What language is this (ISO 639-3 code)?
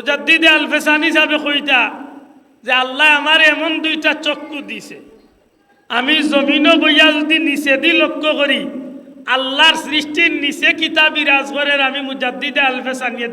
syl